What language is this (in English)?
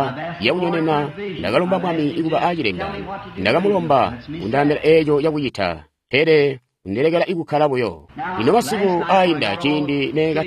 Tonga (Zambia)